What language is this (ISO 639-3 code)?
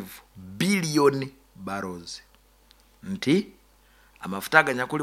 nyo